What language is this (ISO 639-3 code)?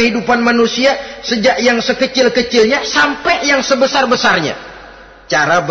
ind